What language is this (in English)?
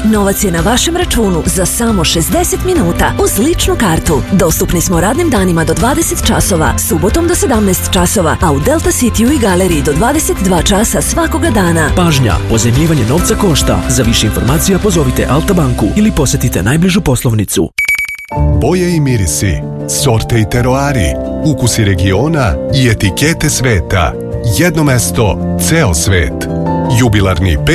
Serbian